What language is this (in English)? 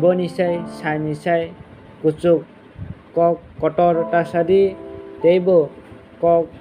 Kok Borok